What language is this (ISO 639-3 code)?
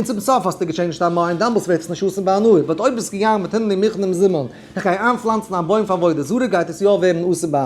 yid